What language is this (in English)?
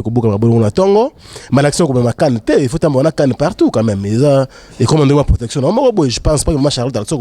Lingala